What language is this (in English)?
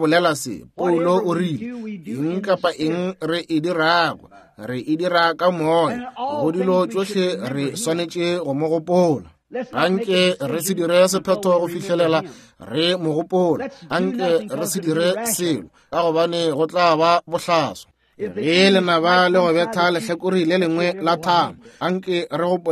Northern Sotho